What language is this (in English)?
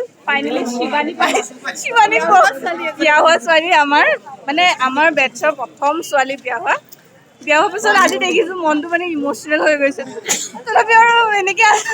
Assamese